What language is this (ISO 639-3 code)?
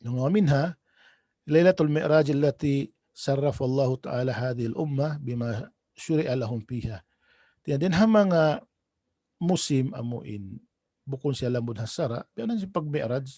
tsg